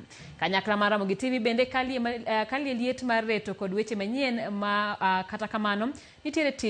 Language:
Luo (Kenya and Tanzania)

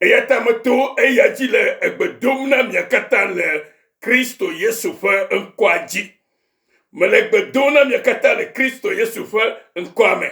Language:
Ewe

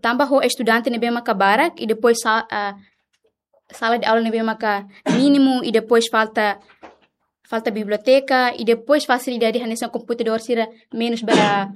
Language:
Tetum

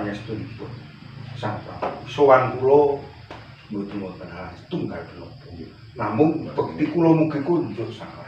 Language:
Javanese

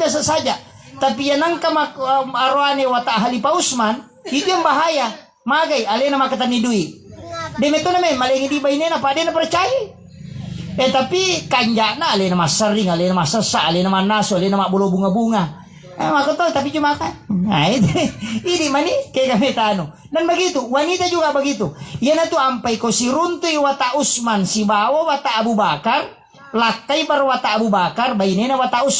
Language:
Buginese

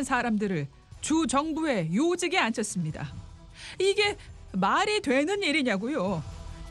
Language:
Korean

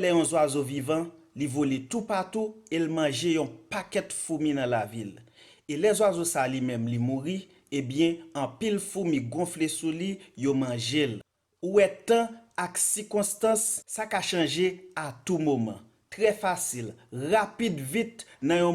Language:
Haitian Creole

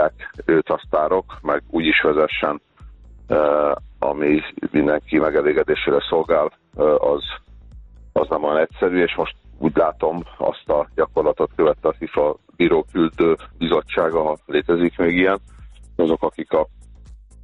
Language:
Hungarian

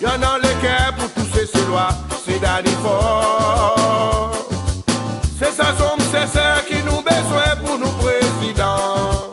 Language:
Seselwa Creole French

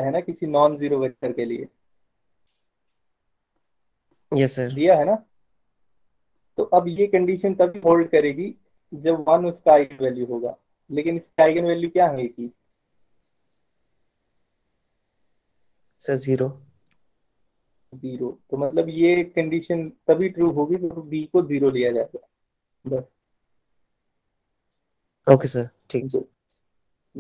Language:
Hindi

